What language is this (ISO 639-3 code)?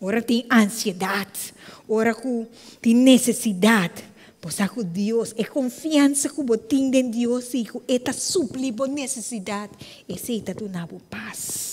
pap